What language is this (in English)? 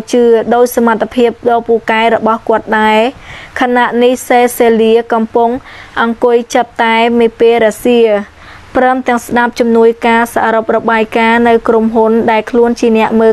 Khmer